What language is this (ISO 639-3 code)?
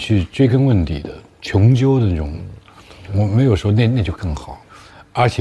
zho